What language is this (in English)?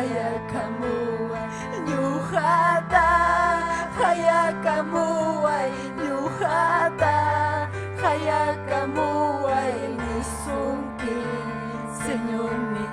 Ayacucho Quechua